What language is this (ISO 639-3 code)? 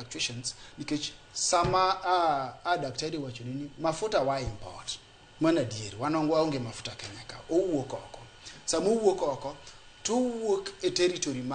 luo